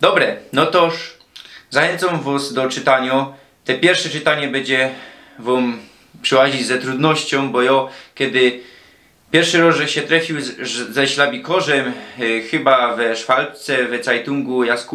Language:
Silesian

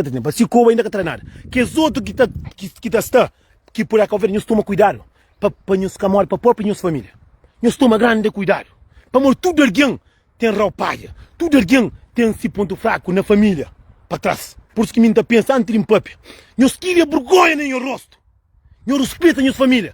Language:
Kabuverdianu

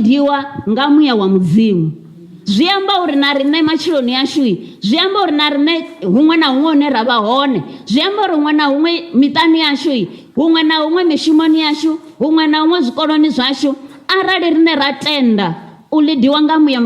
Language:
Venda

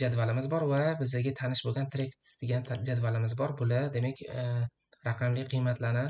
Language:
Uzbek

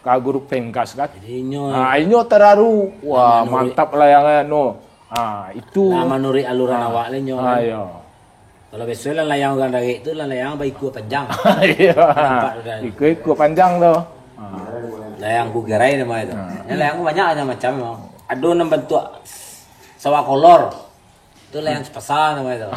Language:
Minangkabau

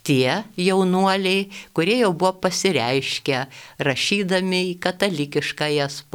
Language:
Lithuanian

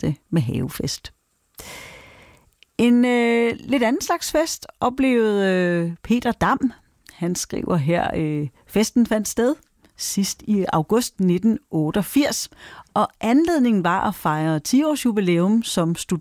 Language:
Danish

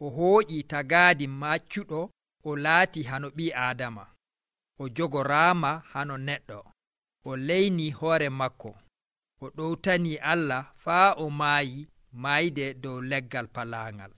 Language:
Nigerian Fulfulde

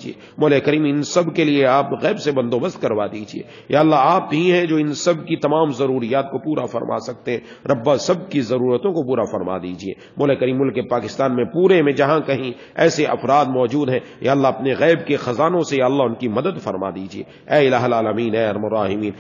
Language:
Urdu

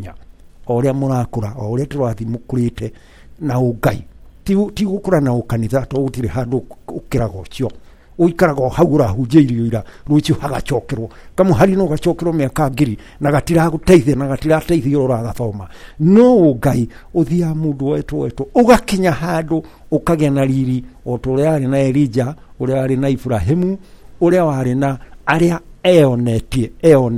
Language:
Kikuyu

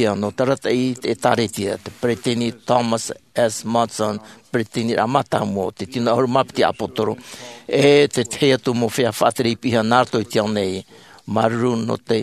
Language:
Tahitian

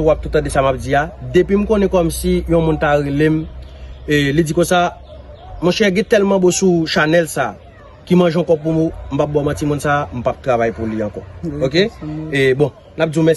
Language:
Haitian Creole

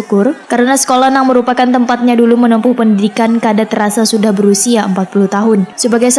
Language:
Banjar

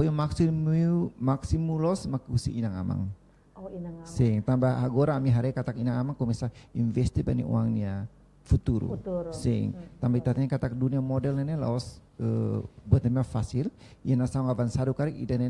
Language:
Tetum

